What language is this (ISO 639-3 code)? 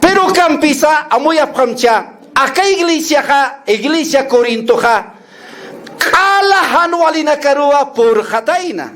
aym